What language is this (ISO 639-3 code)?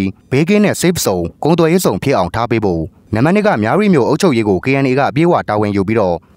mya